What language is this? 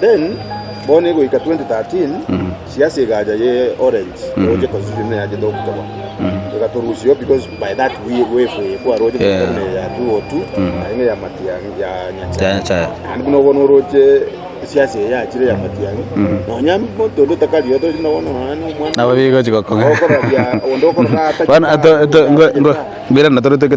Gusii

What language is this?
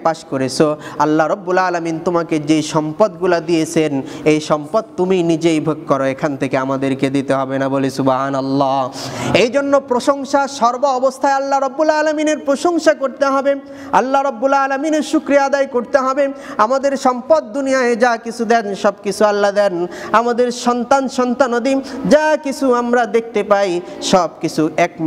Bangla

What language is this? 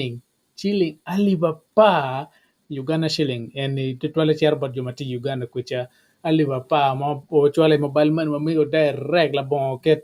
Acoli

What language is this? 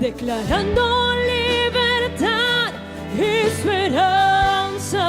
Papiamento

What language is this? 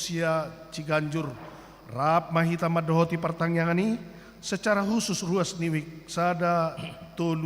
Batak Toba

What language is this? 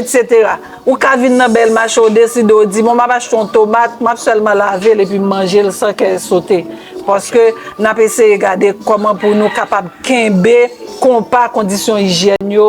Haitian Creole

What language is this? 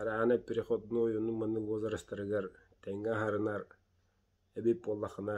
Yakut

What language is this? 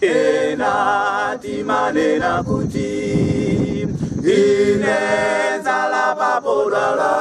Nyanja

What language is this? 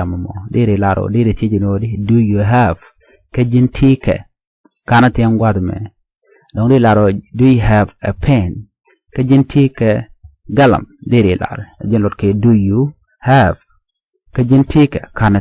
Nuer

